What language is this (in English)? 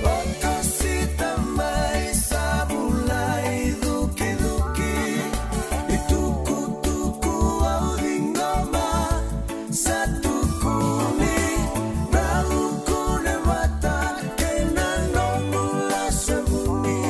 Fijian